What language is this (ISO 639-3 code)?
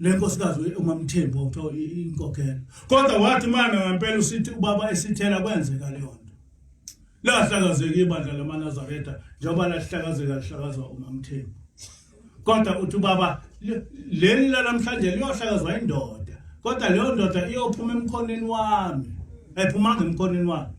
zul